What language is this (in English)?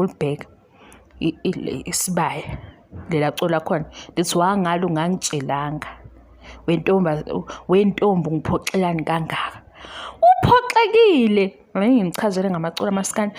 Zulu